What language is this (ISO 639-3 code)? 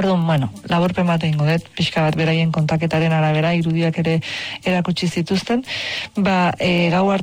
eus